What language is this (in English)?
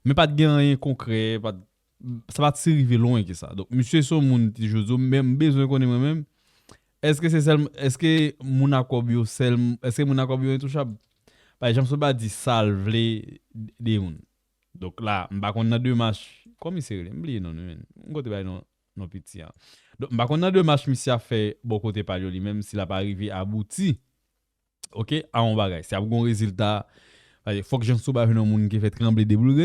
Haitian Creole